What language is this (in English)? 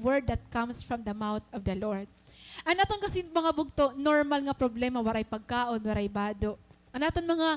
Waray